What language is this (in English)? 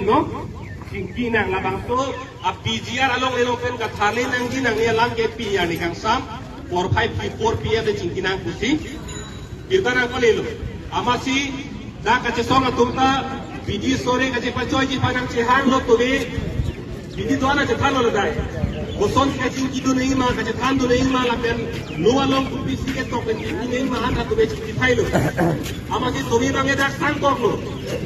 Karbi